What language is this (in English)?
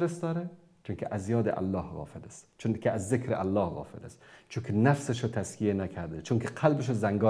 Persian